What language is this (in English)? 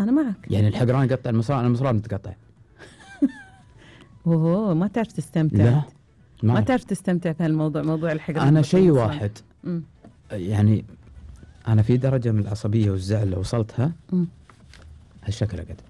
Gulf Arabic